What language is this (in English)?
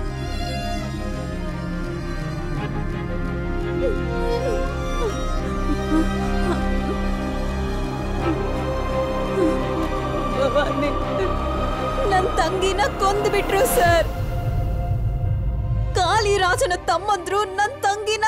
Kannada